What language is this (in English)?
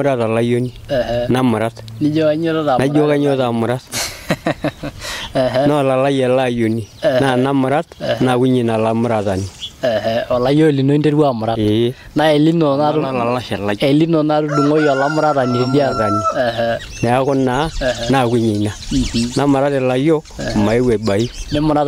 Masai